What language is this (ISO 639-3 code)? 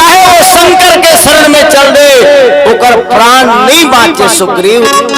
hne